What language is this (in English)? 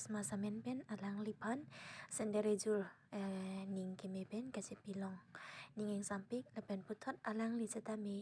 Karbi